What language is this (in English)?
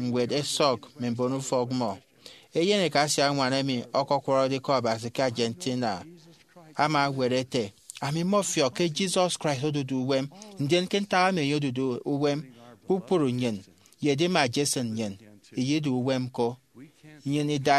Efik